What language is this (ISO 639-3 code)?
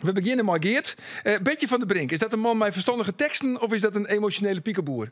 fry